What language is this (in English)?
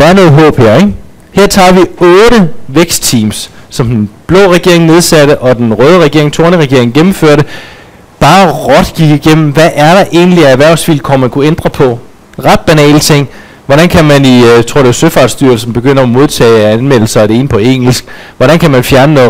Danish